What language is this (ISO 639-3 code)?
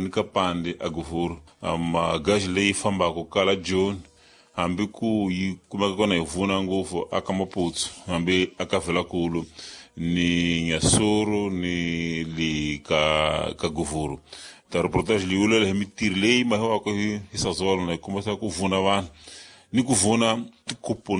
tso